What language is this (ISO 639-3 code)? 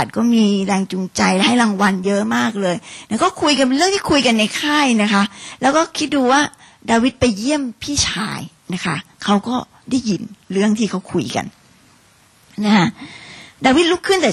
tha